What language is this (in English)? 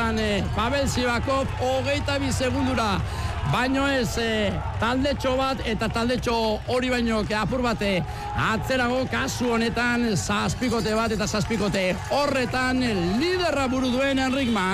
Basque